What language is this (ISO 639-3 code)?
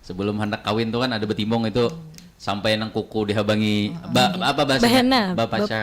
bjn